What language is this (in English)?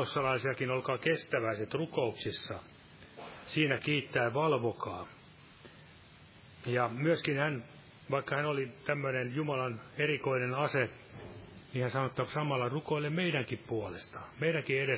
Finnish